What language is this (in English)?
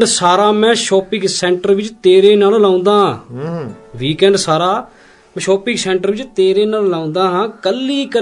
Punjabi